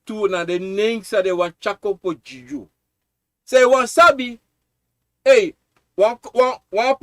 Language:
Sranan Tongo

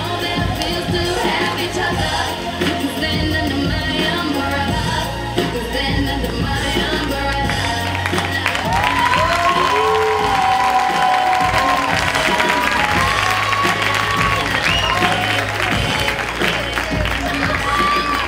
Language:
English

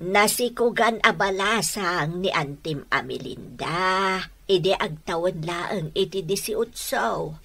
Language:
Iloko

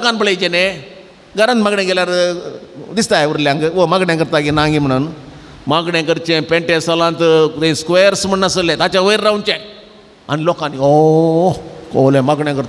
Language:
Konkani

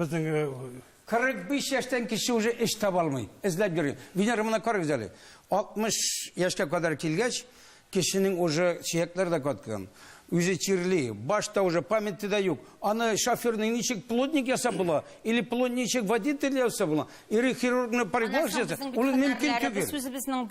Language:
Tatar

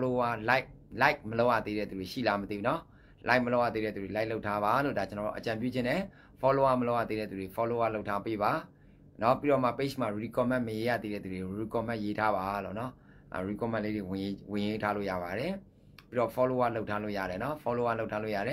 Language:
Burmese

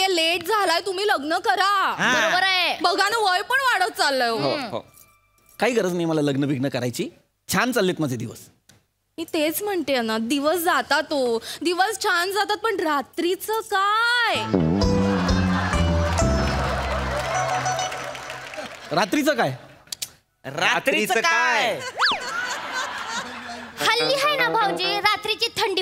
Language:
Marathi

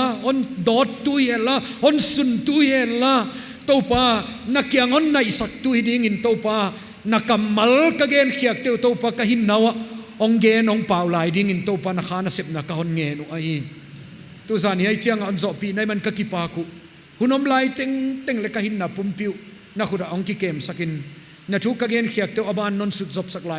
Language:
Paite Chin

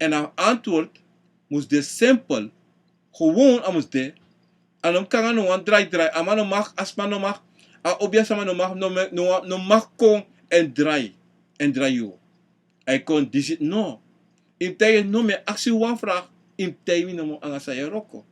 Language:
Sranan Tongo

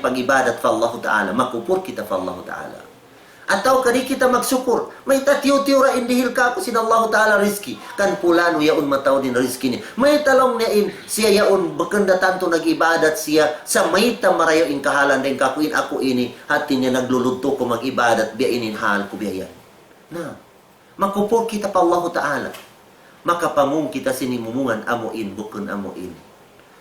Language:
Tausug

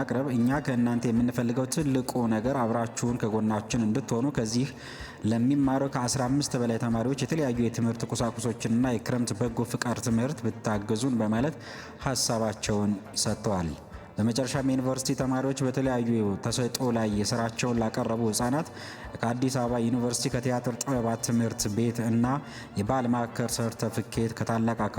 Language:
Amharic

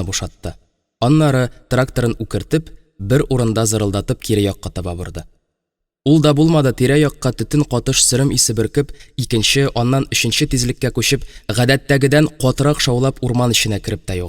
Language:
Tatar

